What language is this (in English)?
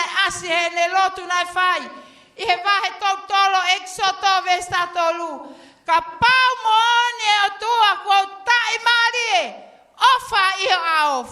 Tongan